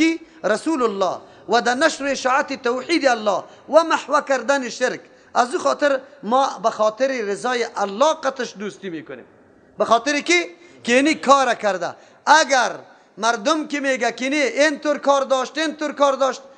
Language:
Persian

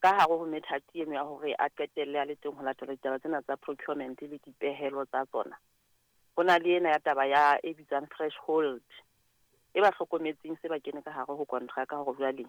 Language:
Southern Sotho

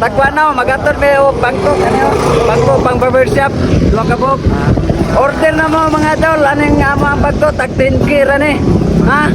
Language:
Cebuano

